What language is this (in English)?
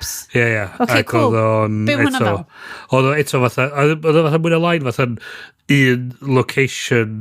Welsh